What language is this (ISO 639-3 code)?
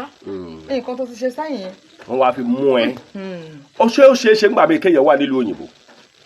yor